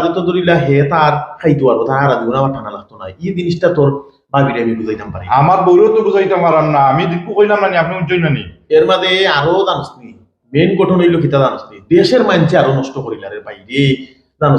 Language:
Sylheti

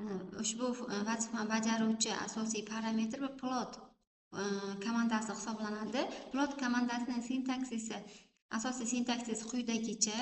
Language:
Uzbek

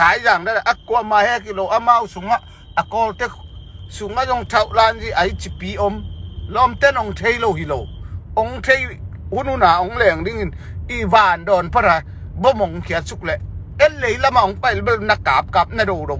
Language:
Tedim Chin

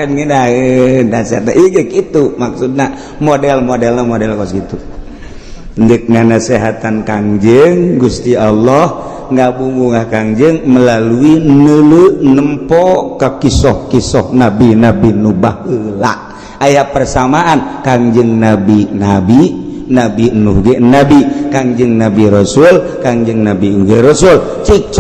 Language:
Sundanese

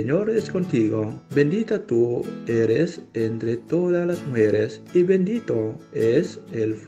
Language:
Spanish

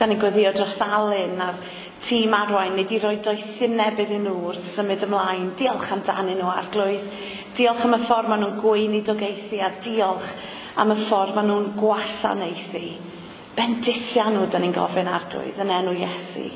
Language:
Welsh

